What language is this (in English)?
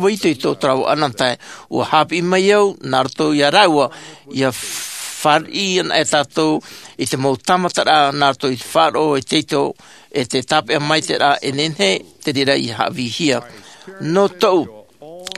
Tahitian